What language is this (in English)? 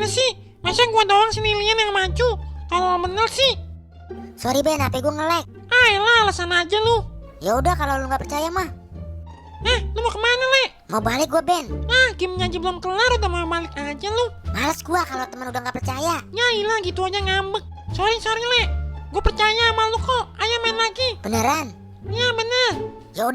Betawi